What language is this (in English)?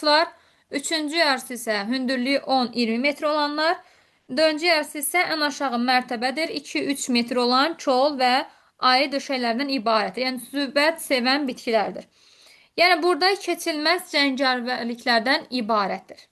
Azerbaijani